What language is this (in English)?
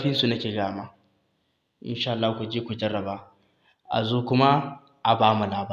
Hausa